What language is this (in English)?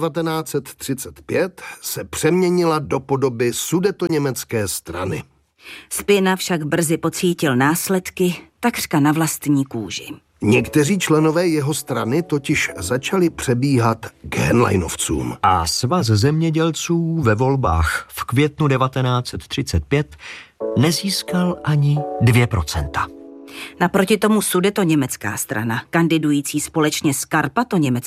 Czech